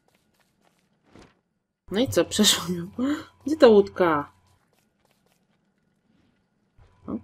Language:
Polish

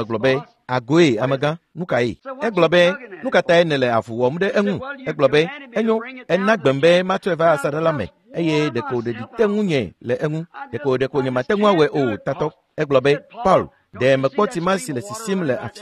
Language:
Ewe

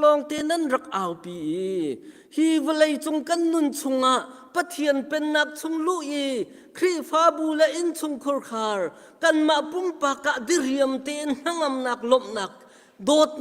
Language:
Hakha Chin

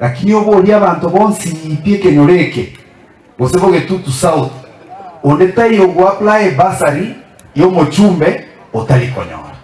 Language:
Gusii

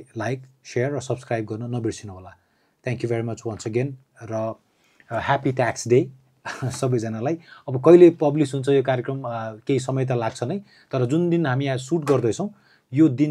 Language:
Nepali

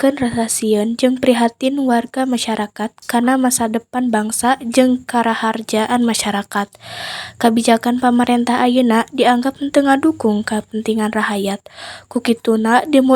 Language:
Sundanese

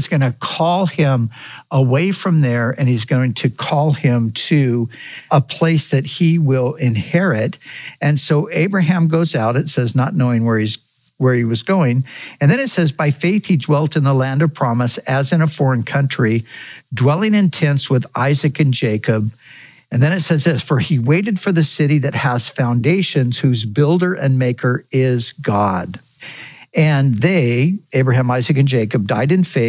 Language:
English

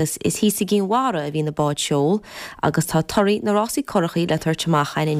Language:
Irish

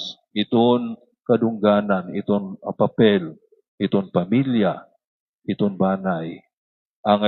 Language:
Waray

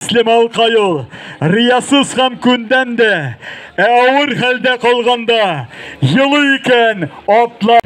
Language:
Tatar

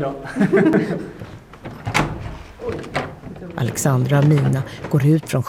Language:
Swedish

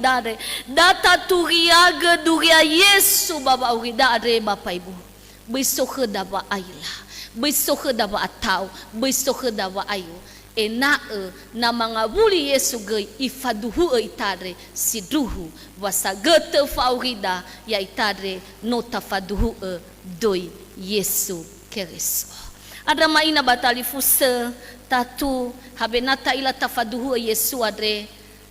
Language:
Nias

